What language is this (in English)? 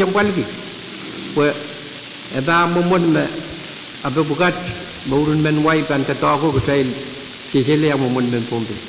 Pohnpeian